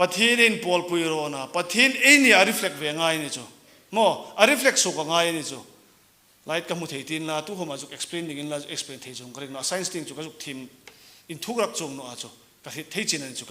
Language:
Hmar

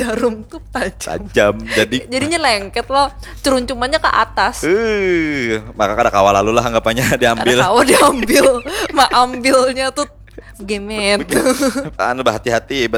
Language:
Banjar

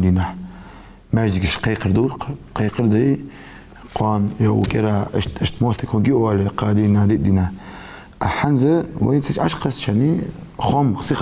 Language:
Ingush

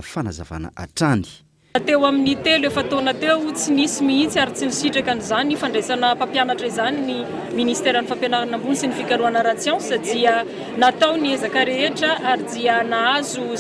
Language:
Malagasy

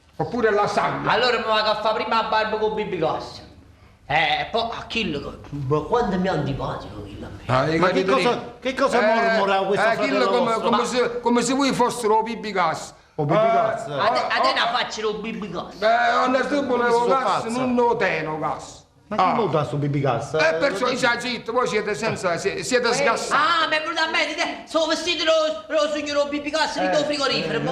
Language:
Neapolitan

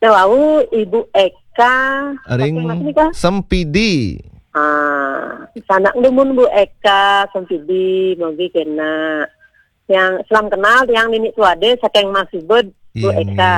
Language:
Balinese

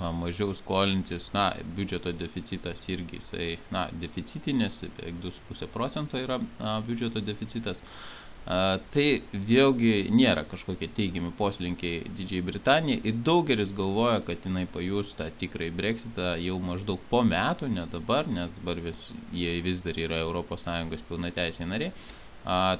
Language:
Lithuanian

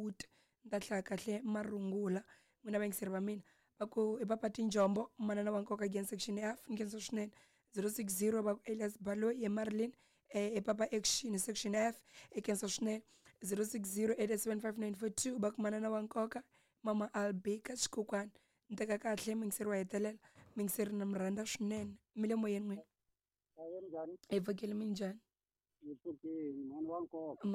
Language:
Tsonga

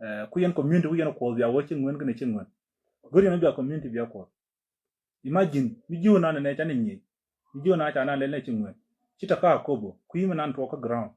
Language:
Nuer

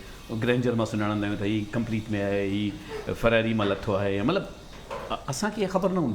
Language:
Sindhi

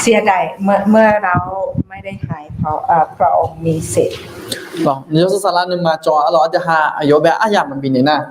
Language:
Akha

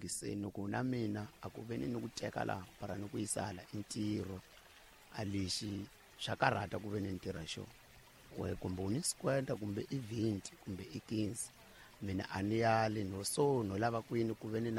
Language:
Tsonga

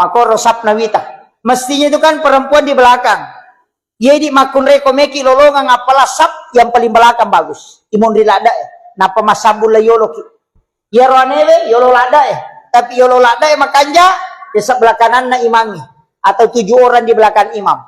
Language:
Buginese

